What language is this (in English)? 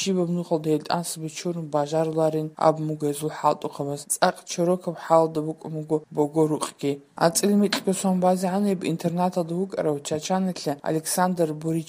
Avaric